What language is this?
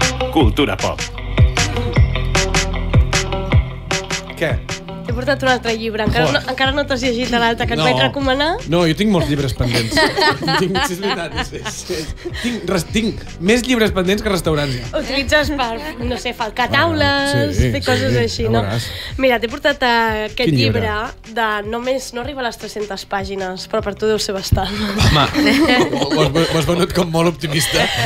Catalan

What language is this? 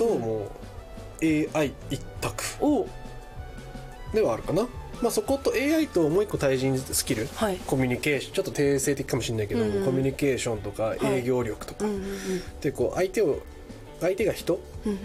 Japanese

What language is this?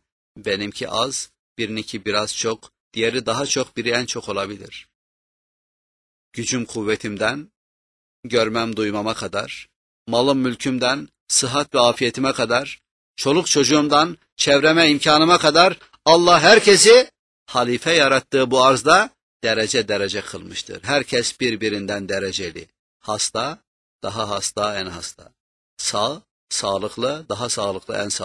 Turkish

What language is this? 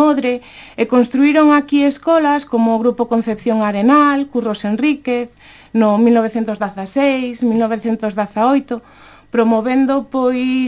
Galician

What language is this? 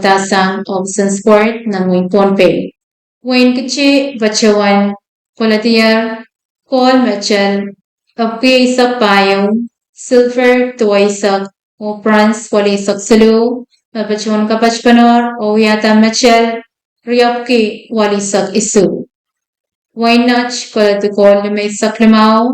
Pohnpeian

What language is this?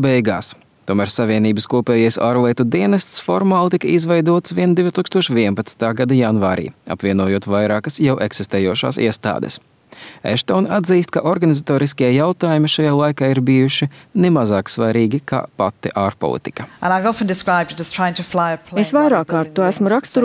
Latvian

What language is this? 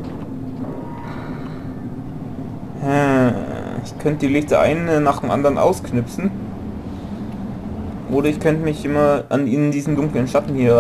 German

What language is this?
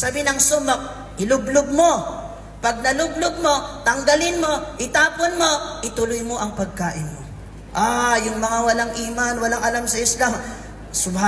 Maranao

